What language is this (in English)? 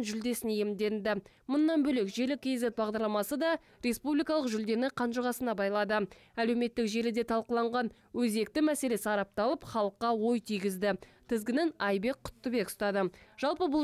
Kazakh